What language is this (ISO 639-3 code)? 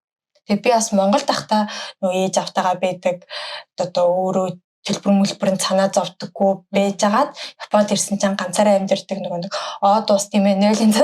mon